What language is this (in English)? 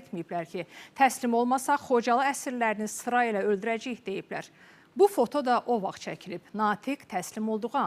Azerbaijani